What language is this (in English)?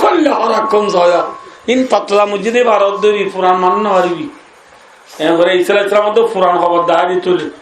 Rohingya